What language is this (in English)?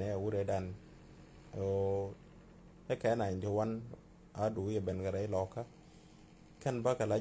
Nuer